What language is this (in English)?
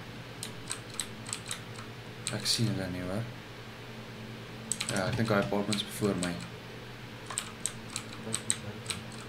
Afrikaans